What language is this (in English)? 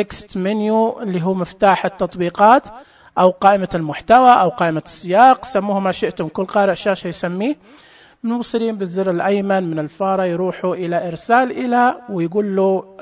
Najdi Arabic